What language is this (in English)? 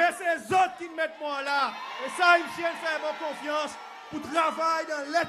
Seselwa Creole French